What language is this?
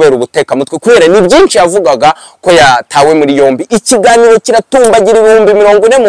Kinyarwanda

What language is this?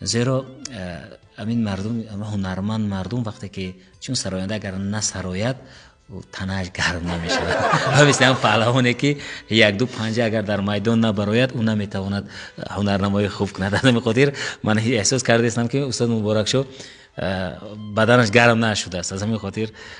Tajik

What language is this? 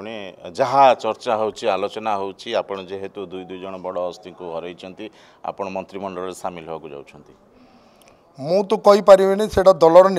Odia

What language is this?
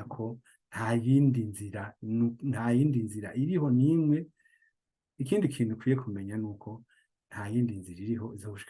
Rundi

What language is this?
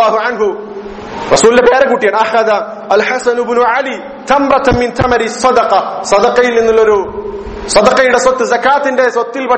Malayalam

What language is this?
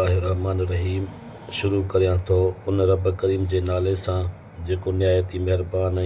Sindhi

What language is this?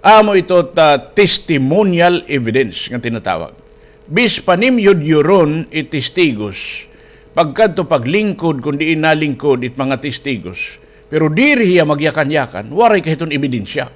Waray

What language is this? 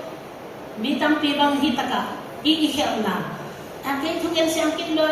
Tedim Chin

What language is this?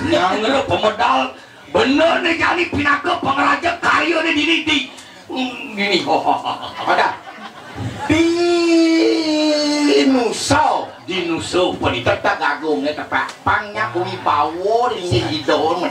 Balinese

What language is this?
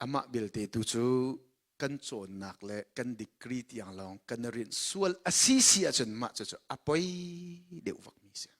Hakha Chin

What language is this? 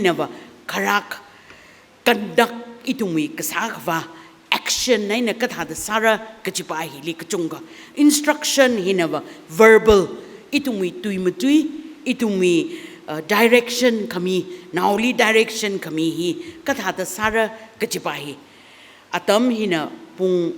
Tangkhul Naga (India)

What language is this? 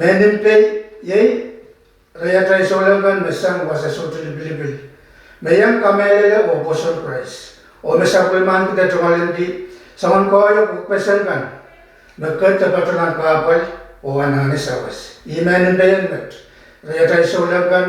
Pohnpeian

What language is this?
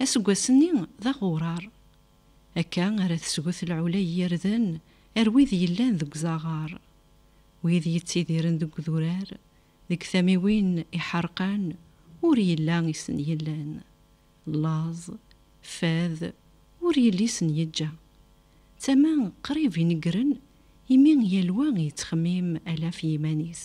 Kabyle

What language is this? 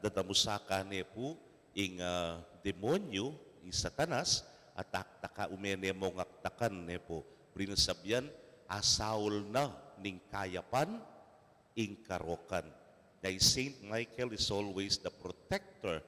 Pampanga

